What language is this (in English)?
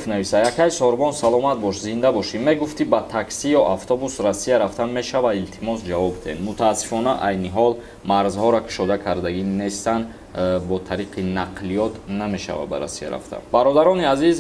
Tajik